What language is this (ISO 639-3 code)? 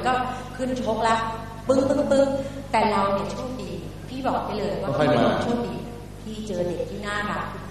tha